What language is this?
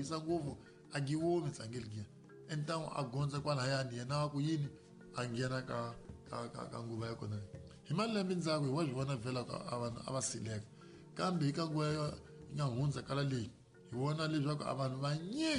Tsonga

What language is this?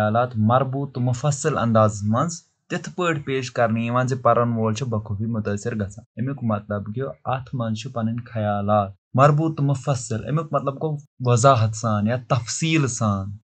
Kashmiri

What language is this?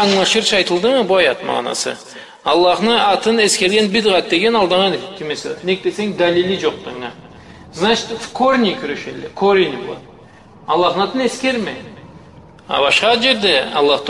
Karachay-Balkar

